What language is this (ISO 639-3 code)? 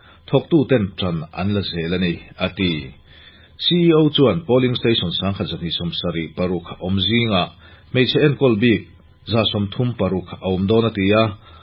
lus